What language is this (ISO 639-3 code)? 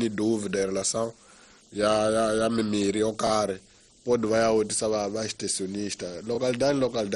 tso